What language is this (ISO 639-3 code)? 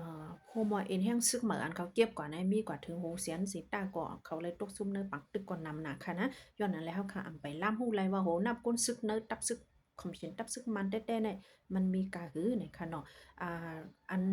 shn